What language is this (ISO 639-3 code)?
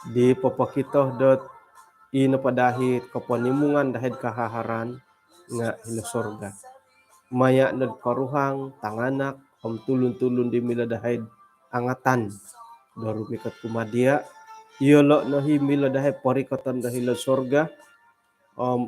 dtp